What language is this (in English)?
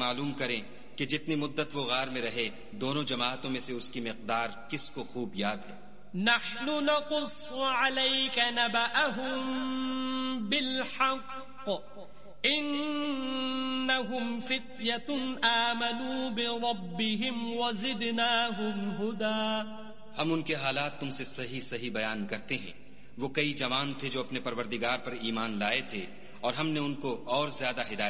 Urdu